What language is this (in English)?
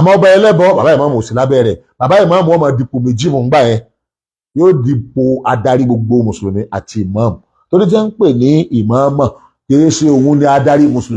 Yoruba